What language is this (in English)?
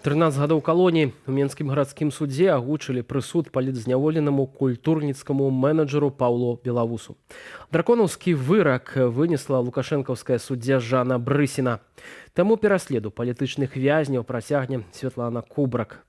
Belarusian